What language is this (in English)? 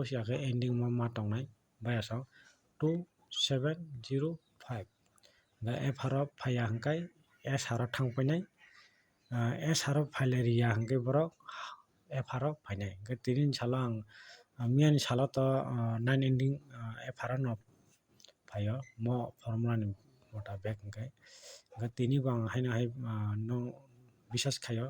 Kok Borok